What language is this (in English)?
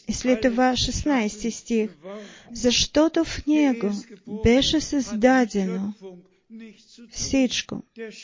Bulgarian